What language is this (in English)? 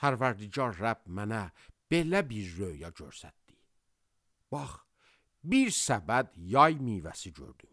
Azerbaijani